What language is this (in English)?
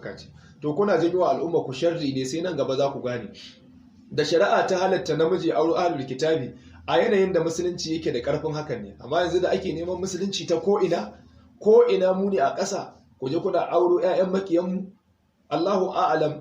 Hausa